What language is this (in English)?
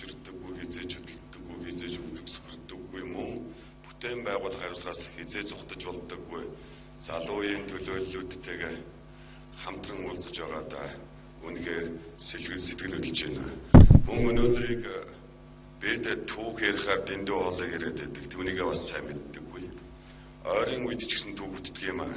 Mongolian